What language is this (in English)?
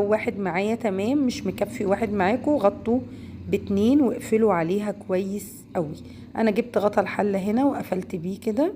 Egyptian Arabic